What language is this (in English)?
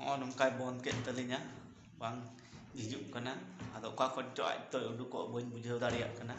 Santali